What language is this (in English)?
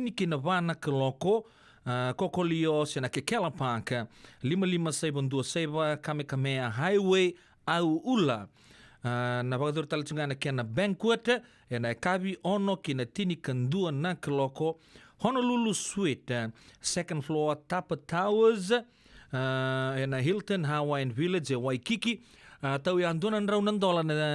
Fijian